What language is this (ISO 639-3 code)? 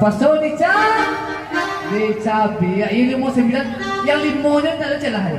min